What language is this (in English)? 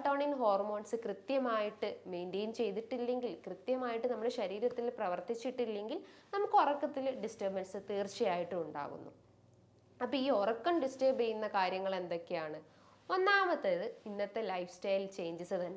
Malayalam